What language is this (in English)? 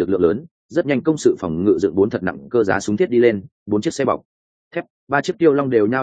Vietnamese